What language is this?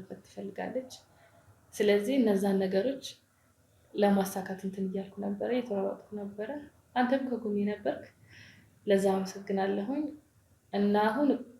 Amharic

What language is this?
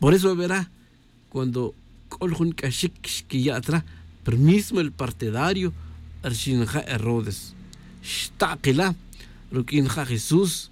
Tz'utujil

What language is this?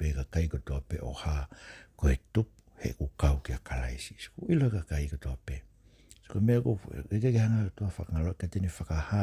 Tongan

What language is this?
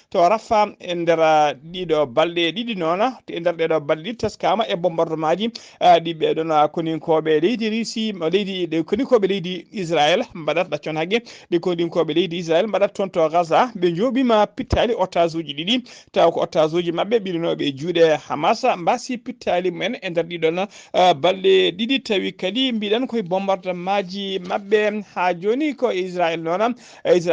Fula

